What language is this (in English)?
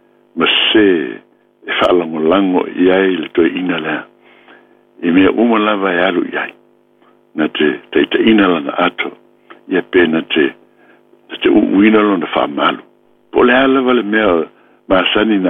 Samoan